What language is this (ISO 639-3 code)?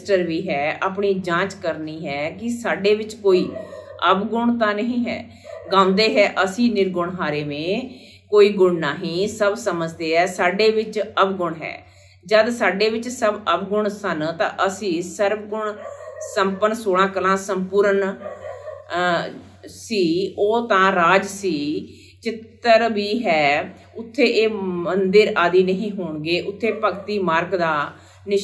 pan